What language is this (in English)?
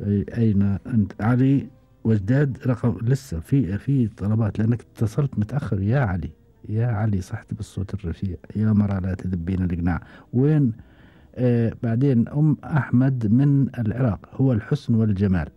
Gulf Arabic